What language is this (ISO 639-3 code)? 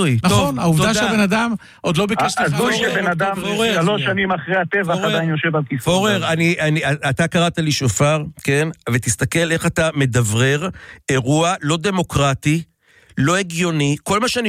heb